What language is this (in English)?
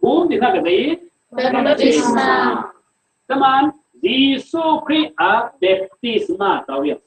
Falam Chin